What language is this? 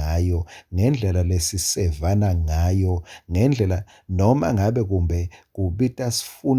Swati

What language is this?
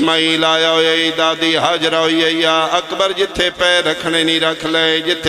Pahari-Potwari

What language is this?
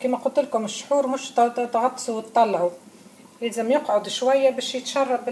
Tunisian Arabic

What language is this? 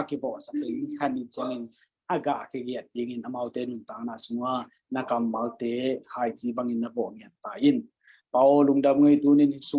Tedim Chin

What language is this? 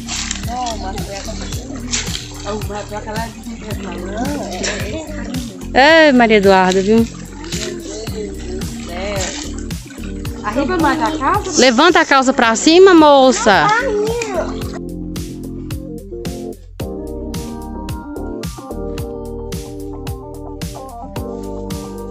Portuguese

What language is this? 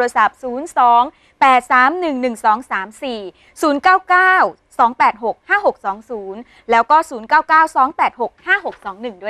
Thai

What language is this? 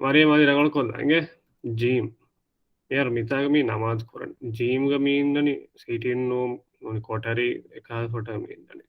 Divehi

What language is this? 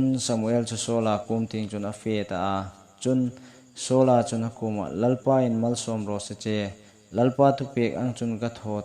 Hmar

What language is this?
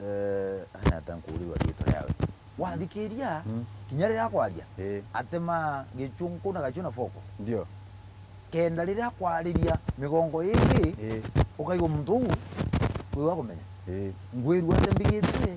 Meru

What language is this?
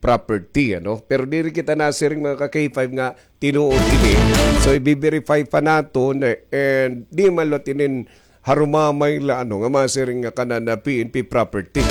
Waray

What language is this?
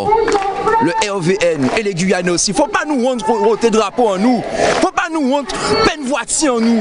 Guadeloupean Creole French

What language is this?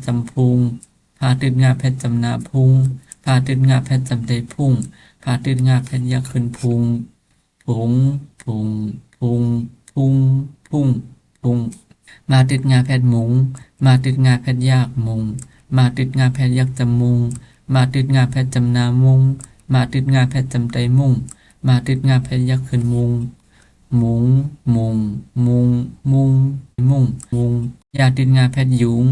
Shan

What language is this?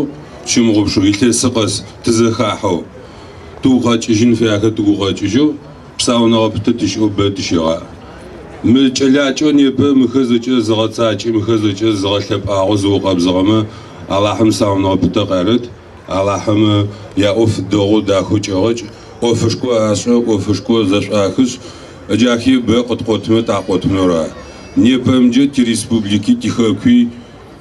Adyghe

